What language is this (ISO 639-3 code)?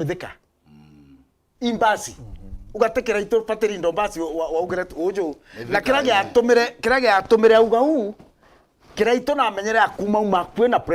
mer